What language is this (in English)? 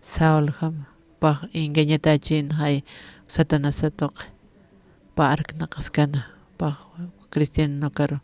Aymara